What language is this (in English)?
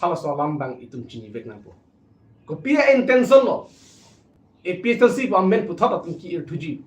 Karbi